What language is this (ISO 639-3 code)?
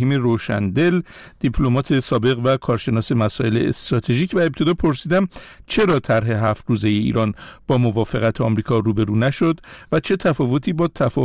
fas